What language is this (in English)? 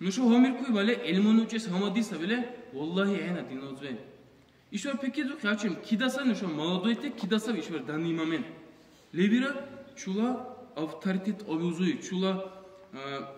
Dargwa